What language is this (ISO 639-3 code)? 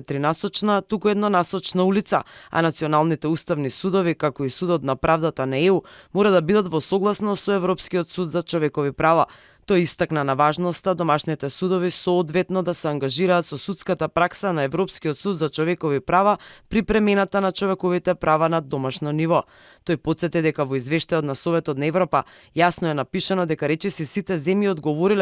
mkd